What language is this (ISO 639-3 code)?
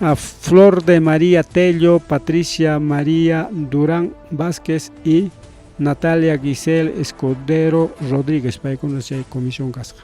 quy